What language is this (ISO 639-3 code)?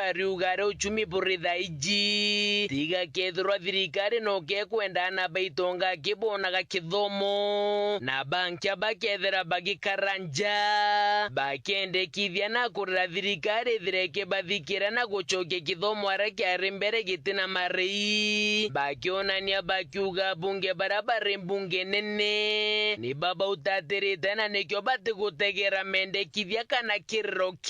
mer